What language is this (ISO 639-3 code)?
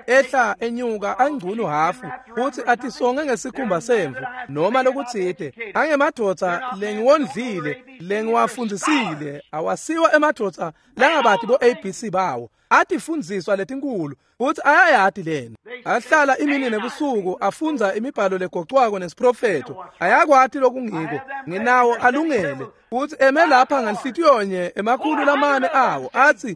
ssw